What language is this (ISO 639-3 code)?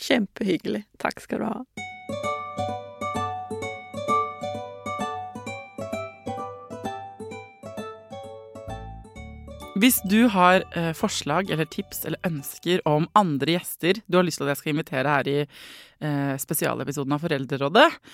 nor